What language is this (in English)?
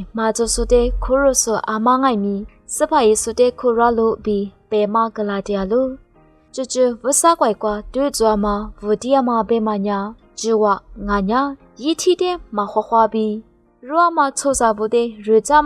Lisu